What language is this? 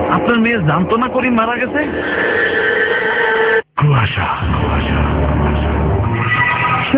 Bangla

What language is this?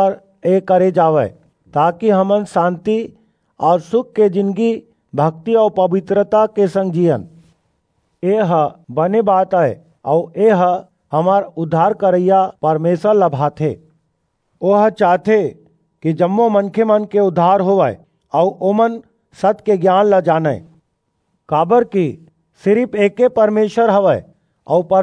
Chhattisgarhi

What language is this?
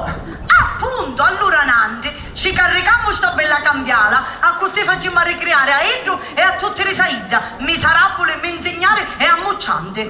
Sicilian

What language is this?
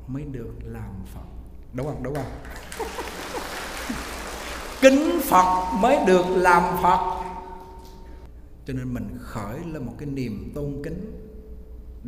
Vietnamese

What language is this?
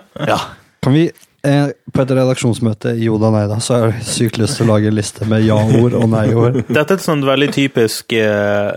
Norwegian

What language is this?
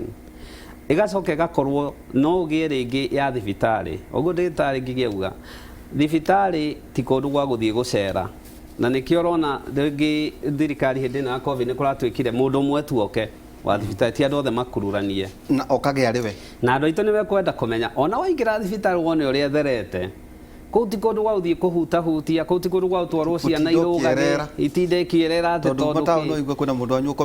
Kikuyu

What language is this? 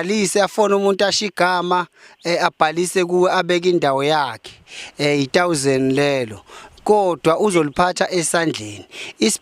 Zulu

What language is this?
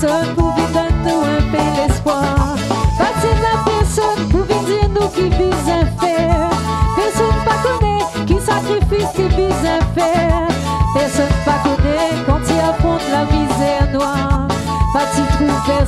Réunion Creole French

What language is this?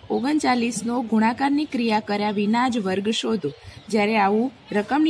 Gujarati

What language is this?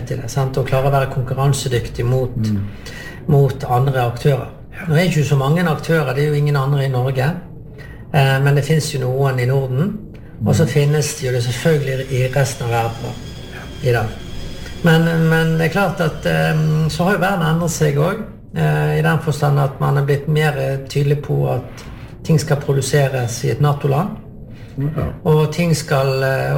Norwegian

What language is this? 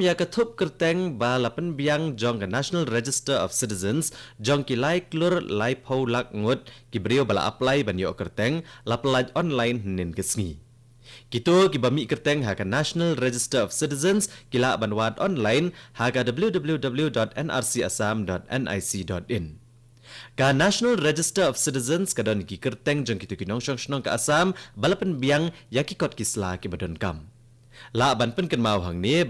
Khasi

